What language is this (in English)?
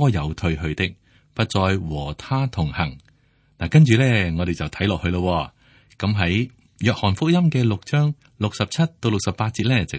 Cantonese